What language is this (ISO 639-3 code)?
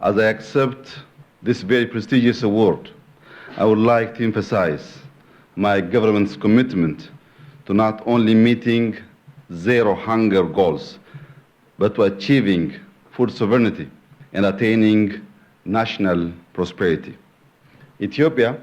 eng